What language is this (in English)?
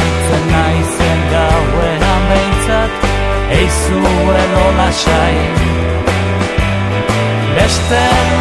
Basque